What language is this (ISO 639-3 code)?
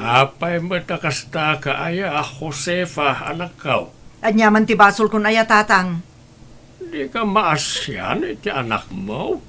ilo